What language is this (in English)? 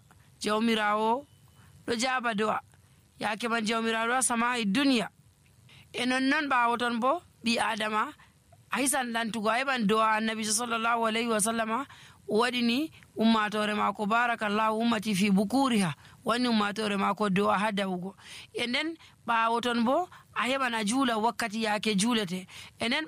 Nigerian Fulfulde